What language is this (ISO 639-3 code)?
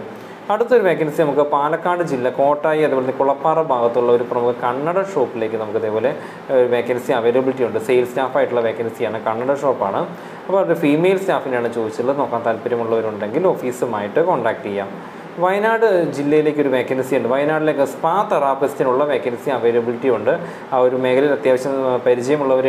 mal